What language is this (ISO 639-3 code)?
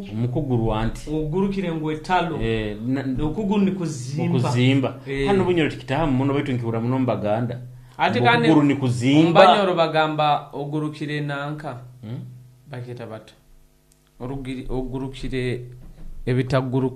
nyo